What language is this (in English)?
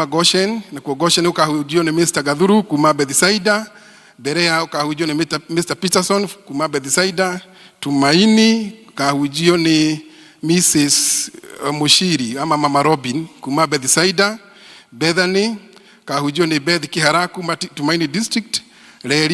Kikuyu